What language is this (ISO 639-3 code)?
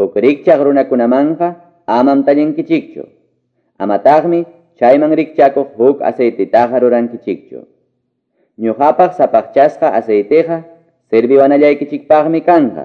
que